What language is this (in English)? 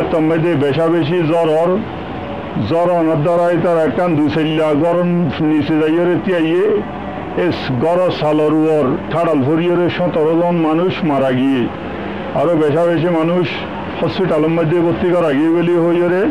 Rohingya